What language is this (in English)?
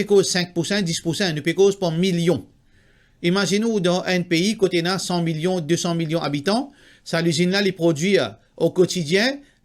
Morisyen